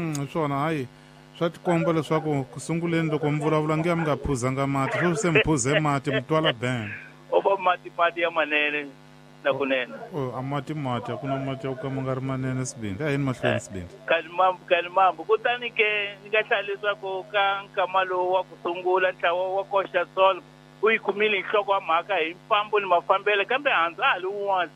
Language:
Tsonga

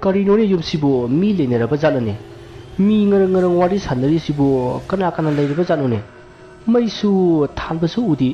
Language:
Manipuri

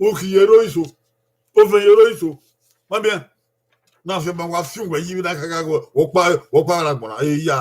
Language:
Bini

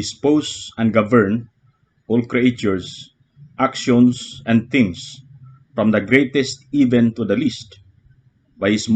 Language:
Cebuano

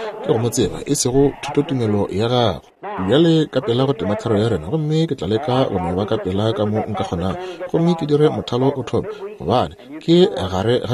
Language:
Northern Sotho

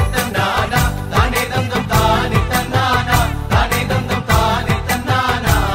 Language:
Malayalam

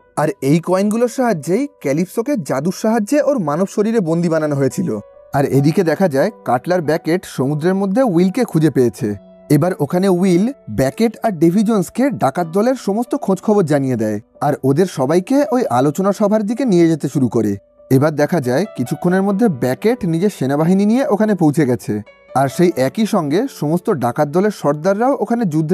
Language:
Bangla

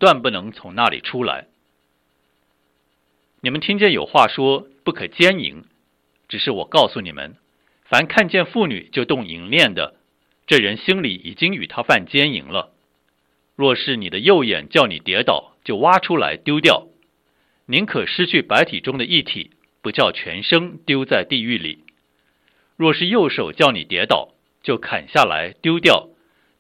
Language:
Chinese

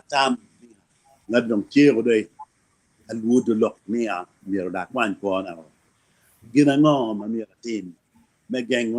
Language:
Acoli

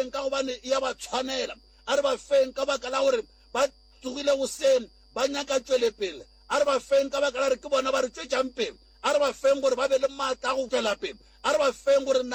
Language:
Northern Sotho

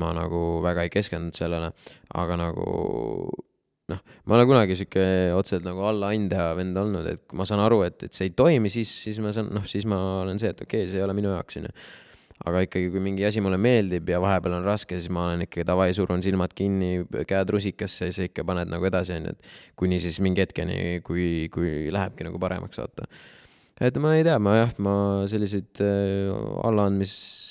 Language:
Estonian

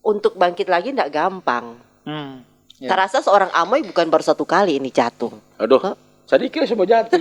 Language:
Manado Malay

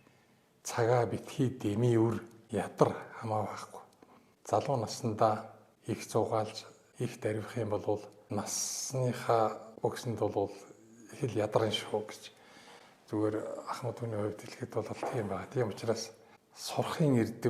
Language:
Mongolian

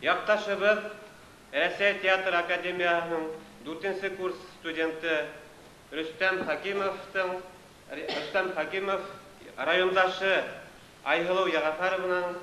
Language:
Bashkir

